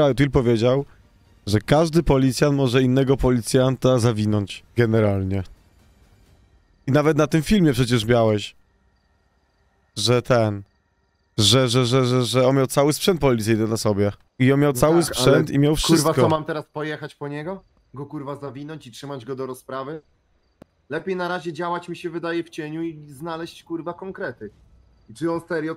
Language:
Polish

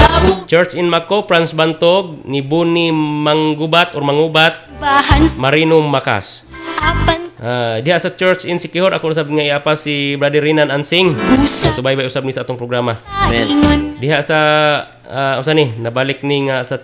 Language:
Cebuano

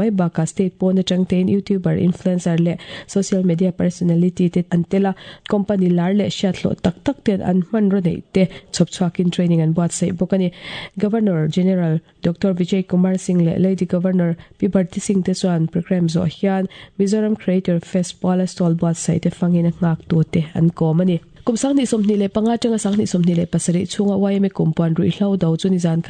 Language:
Mizo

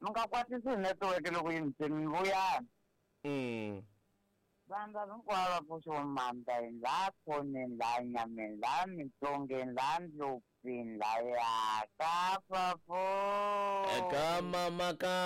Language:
Tsonga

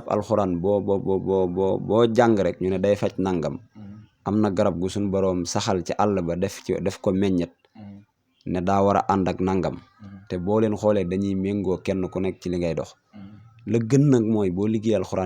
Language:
Wolof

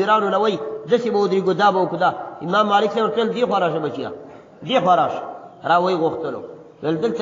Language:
Pashto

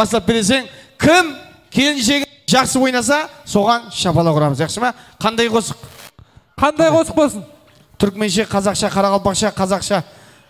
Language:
Kara-Kalpak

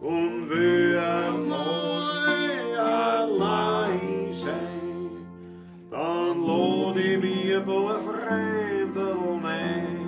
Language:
Bavarian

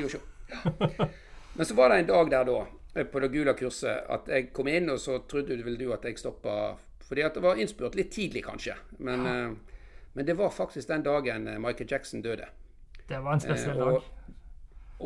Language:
Norwegian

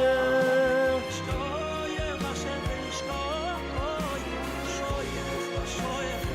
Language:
Yiddish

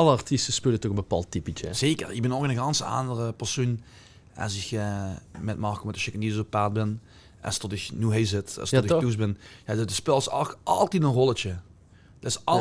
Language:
Limburgish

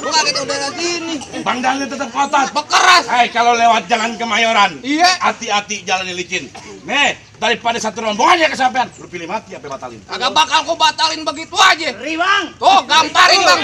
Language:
Betawi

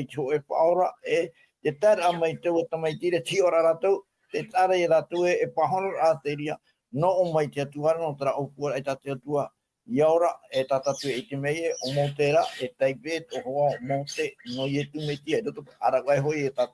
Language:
Tahitian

